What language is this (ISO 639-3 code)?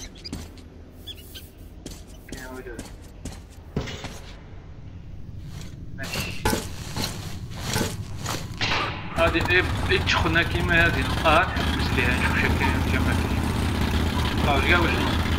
arq